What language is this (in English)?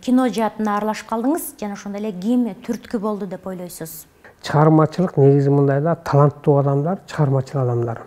Kyrgyz